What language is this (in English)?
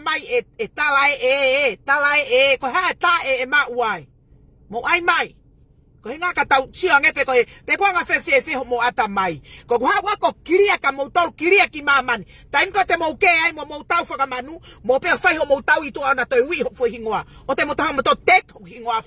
Tongan